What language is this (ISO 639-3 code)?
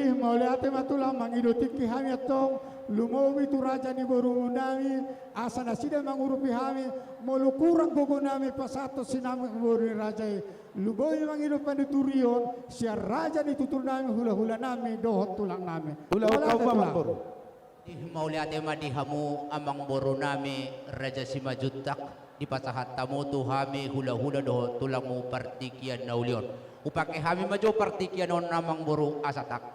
bbc